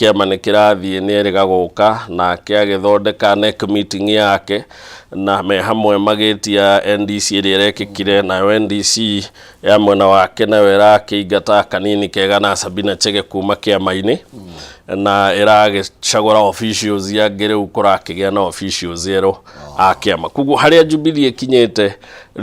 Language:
Kikuyu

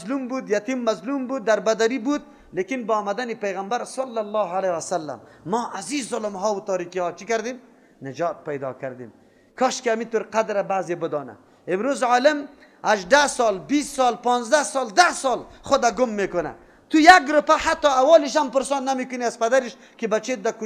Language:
Persian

